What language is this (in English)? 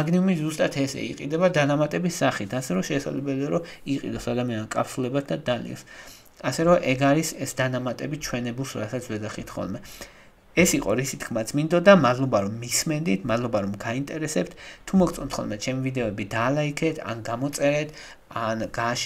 Georgian